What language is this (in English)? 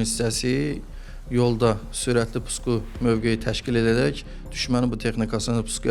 Azerbaijani